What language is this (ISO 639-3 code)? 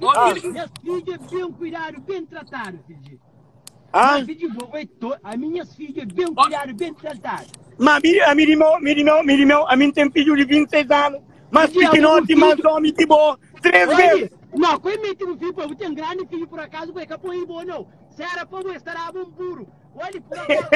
kea